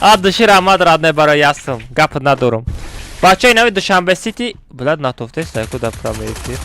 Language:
Tajik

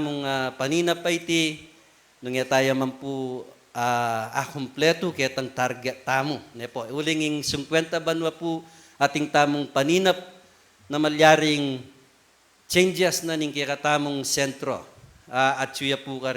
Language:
Pampanga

